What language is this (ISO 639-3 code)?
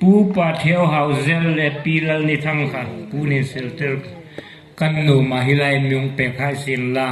hmr